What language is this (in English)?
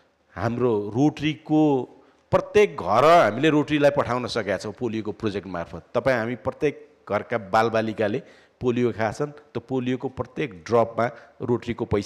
Nepali